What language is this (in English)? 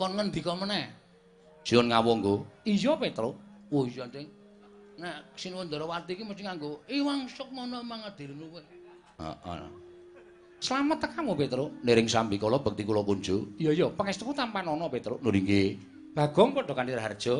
Javanese